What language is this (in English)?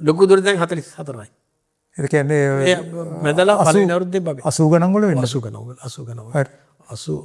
Sinhala